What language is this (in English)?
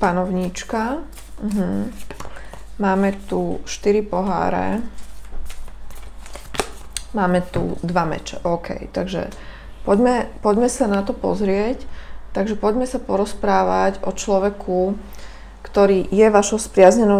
Slovak